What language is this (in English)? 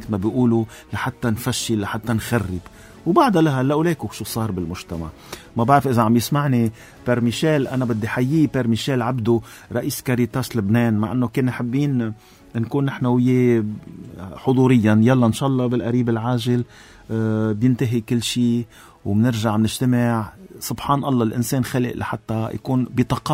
North Levantine Arabic